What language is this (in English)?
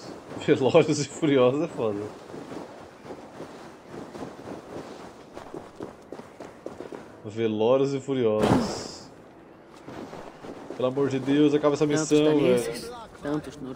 Portuguese